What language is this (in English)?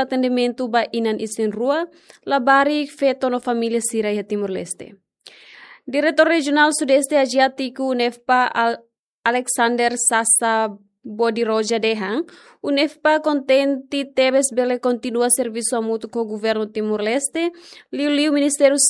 Tetum